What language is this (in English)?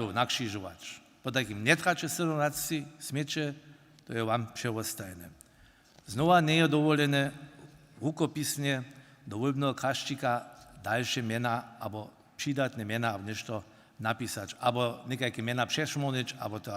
Upper Sorbian